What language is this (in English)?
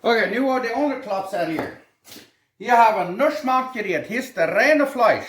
Plautdietsch